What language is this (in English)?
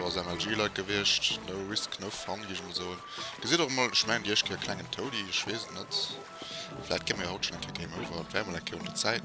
Luxembourgish